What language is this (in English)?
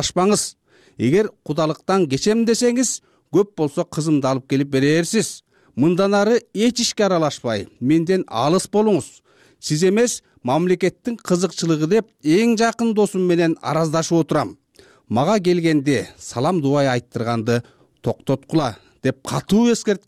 Kyrgyz